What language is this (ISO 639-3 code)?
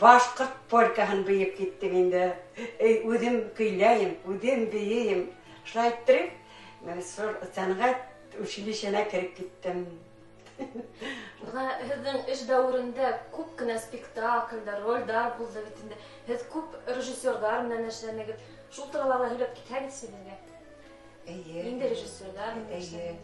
bak